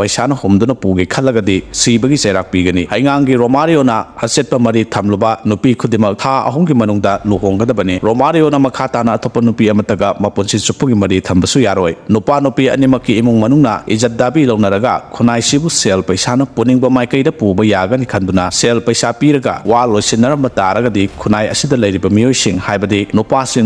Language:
Manipuri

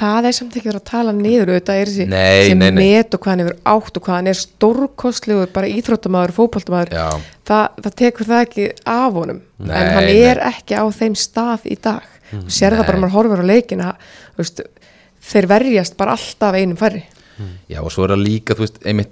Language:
Icelandic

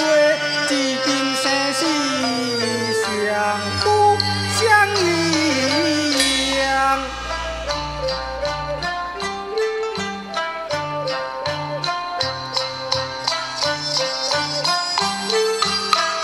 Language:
Chinese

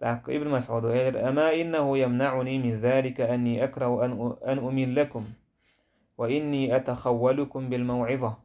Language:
Chechen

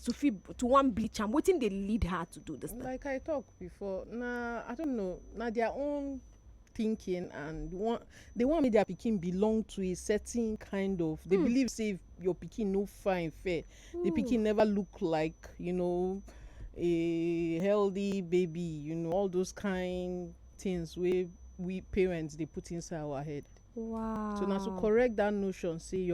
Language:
Nigerian Pidgin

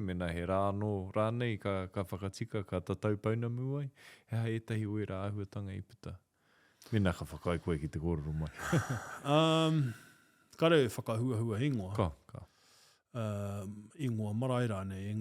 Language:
Māori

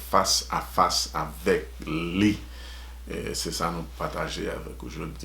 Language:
Haitian Creole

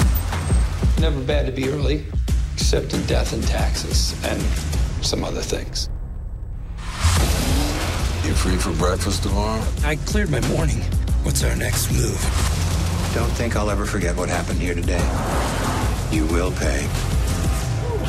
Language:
English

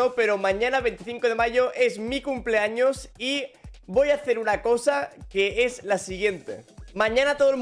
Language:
Spanish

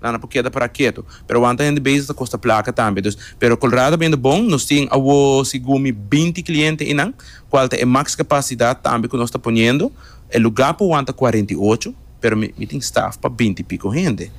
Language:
Papiamento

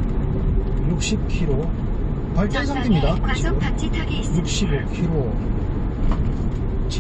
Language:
Korean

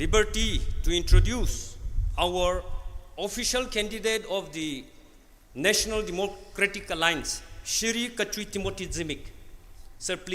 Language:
Tangkhul Naga (India)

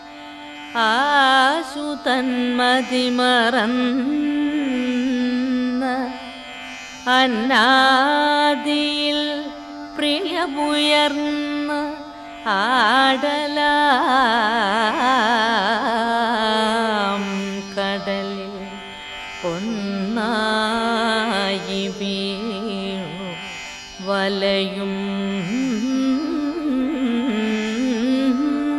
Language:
Malayalam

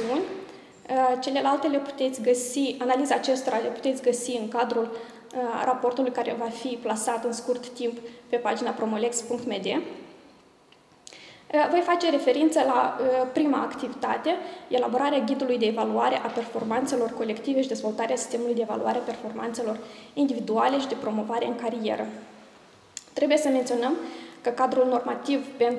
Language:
Romanian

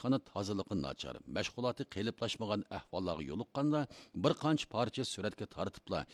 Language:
Uyghur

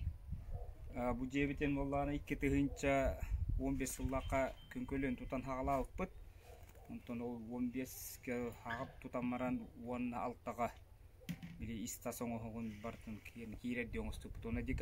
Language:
Yakut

